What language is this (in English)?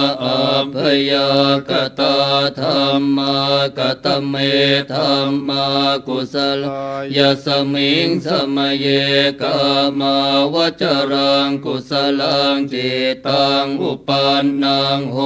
Pali